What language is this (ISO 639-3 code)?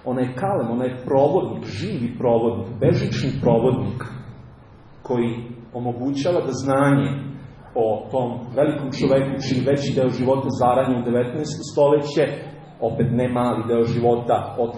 srp